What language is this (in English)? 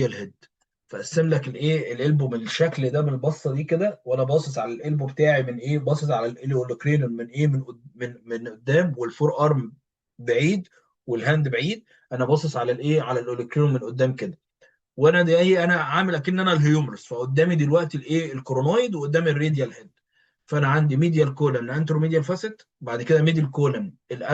Egyptian Arabic